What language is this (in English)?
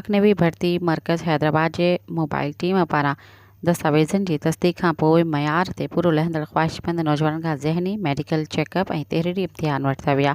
Sindhi